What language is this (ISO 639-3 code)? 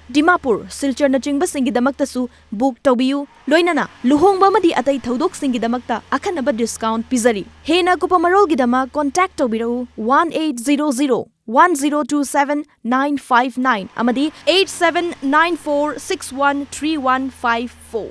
mni